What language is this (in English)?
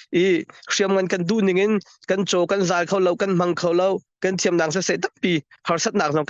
Hakha Chin